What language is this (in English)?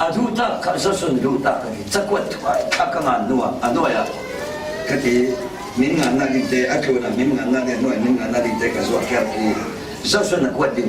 Falam Chin